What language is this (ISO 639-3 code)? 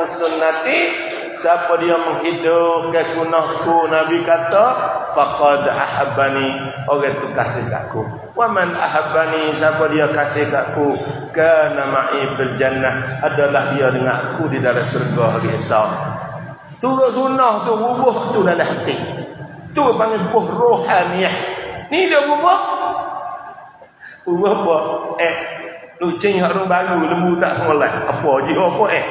msa